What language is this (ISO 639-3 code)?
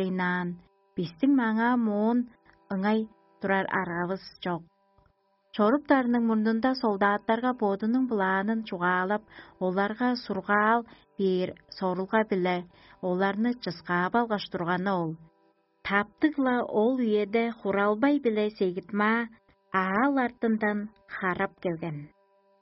tyv